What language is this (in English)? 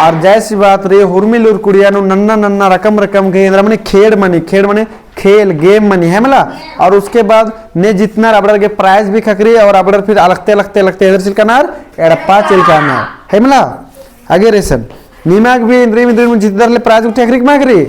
Kurukh